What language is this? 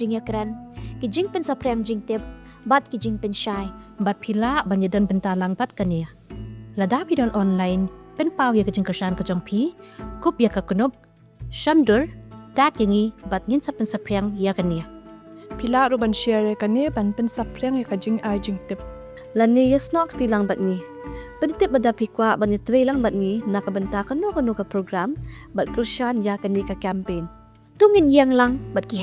Khasi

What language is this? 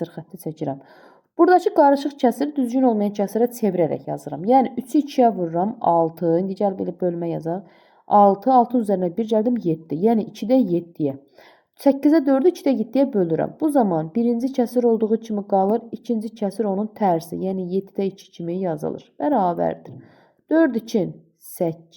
Azerbaijani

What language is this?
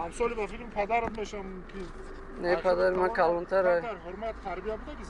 Tajik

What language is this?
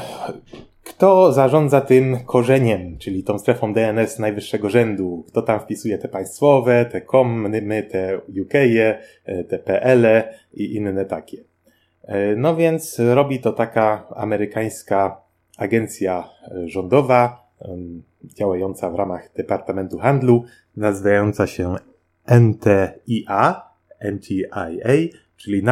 Polish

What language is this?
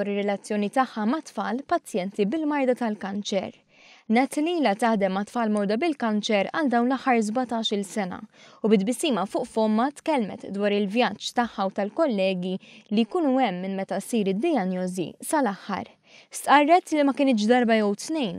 Maltese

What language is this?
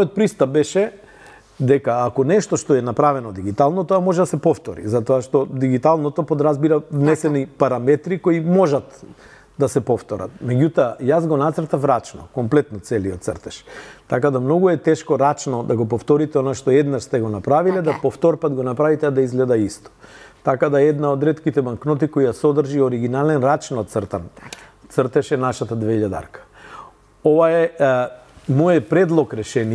Macedonian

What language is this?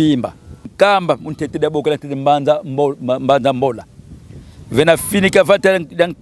Kongo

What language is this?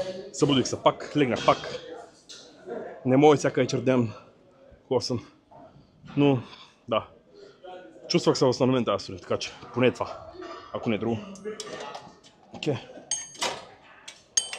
Bulgarian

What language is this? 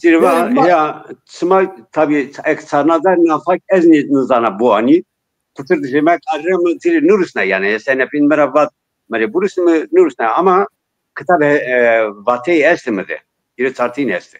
Zaza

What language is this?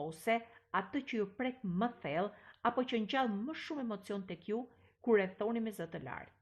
Albanian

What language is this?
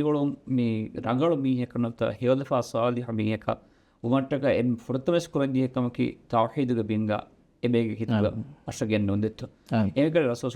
Divehi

